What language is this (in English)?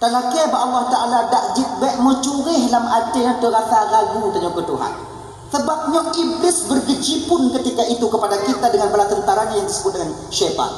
Achinese